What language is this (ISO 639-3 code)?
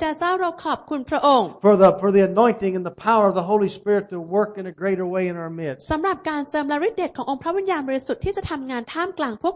tha